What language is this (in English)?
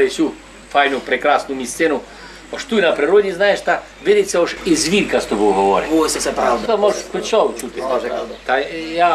Rusyn